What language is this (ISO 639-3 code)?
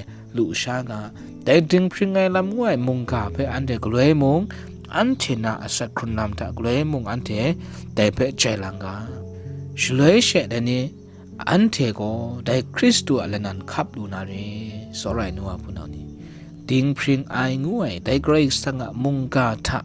kac